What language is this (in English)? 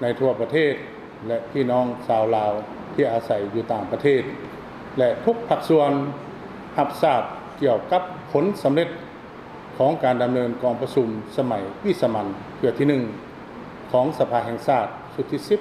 Lao